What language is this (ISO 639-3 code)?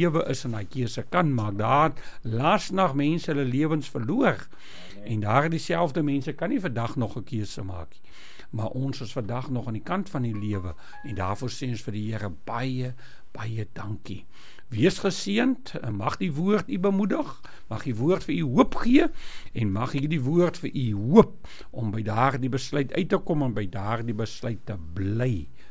afr